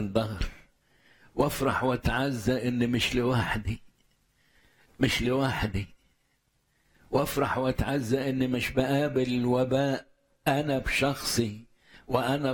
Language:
Egyptian Arabic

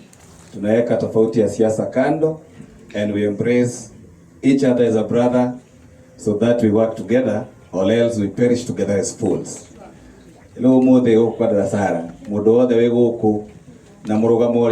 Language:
Kikuyu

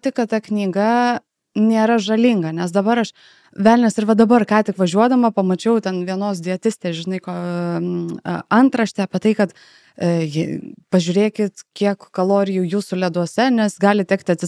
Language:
Lithuanian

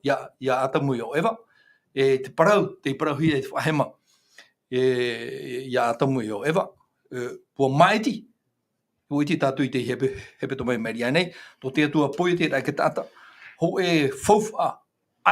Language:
Tahitian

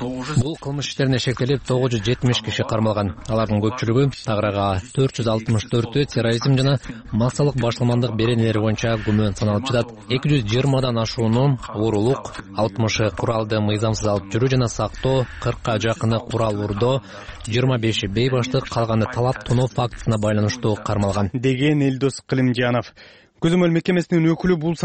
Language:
Kyrgyz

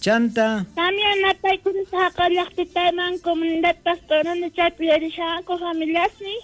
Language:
South Bolivian Quechua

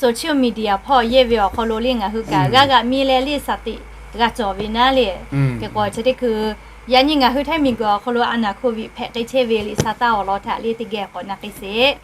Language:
Lahu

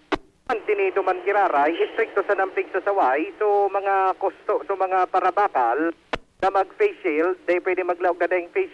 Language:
Bikol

